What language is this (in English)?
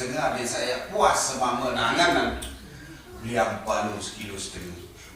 Sasak